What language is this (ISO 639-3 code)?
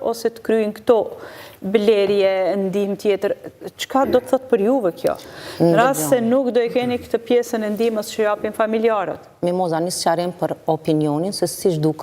sqi